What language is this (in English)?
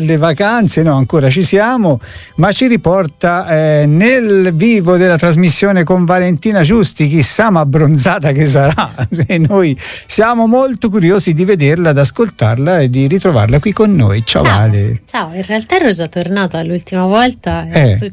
Italian